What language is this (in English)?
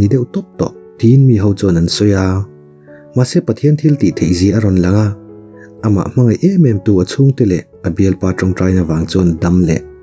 Mizo